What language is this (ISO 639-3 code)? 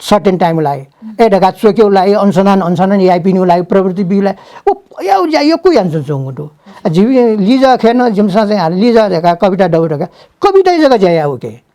new